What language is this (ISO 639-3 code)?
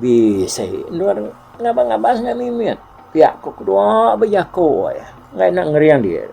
iba